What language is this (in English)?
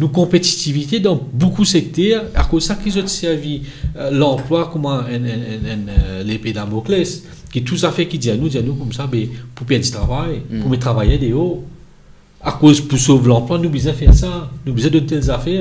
Morisyen